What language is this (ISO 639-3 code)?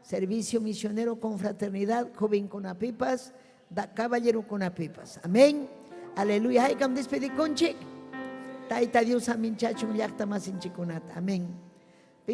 quy